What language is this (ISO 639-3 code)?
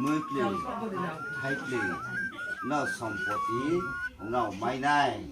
ria